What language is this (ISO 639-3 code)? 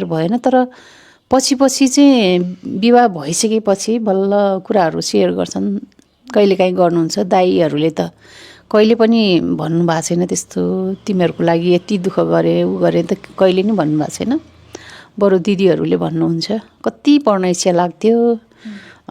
nep